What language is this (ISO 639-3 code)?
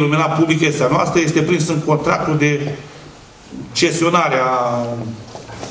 ron